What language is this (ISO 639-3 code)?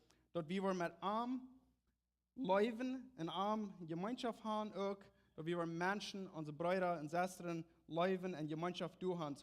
pdt